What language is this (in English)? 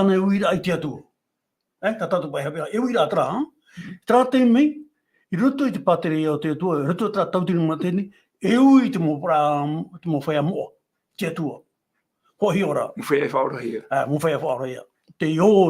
Tahitian